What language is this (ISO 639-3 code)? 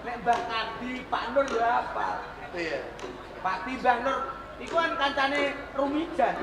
jav